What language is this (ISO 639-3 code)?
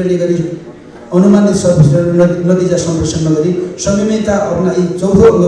nep